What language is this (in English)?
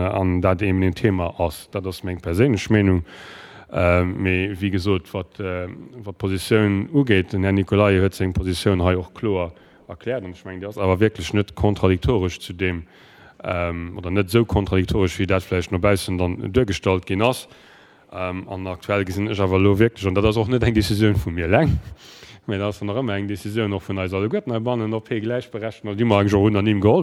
Luxembourgish